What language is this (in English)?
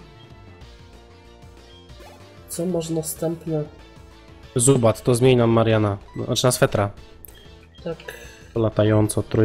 Polish